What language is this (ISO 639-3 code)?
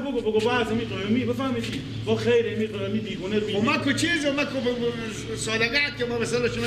fas